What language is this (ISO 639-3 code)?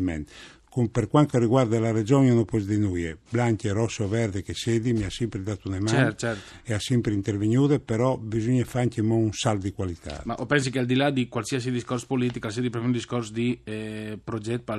fur